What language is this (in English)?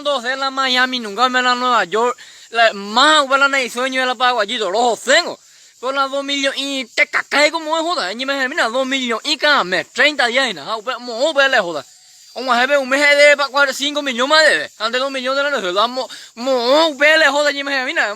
Guarani